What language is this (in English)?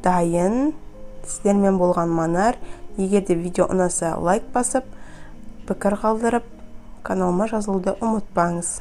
Kazakh